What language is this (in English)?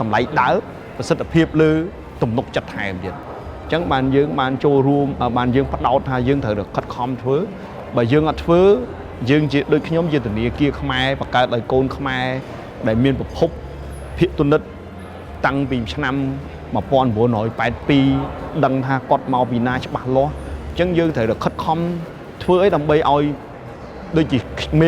Khmer